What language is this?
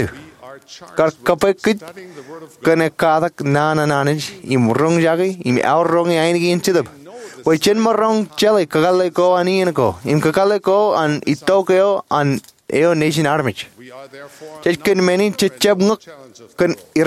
Marshallese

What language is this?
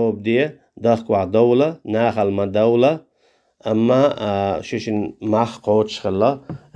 Chechen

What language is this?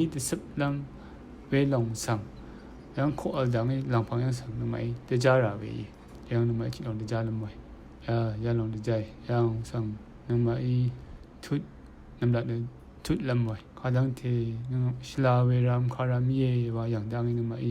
Rawang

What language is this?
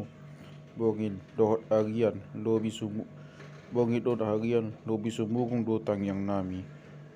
Batak Toba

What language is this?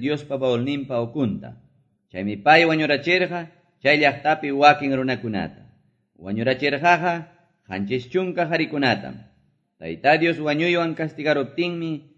Quechua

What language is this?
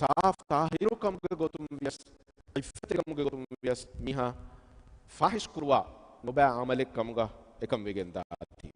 Divehi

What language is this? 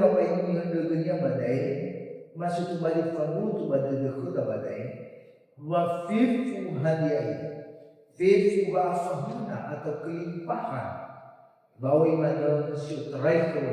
Nias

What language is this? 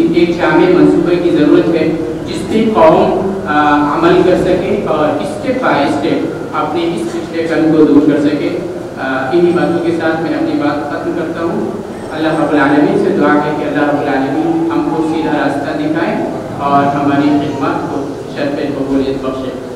Urdu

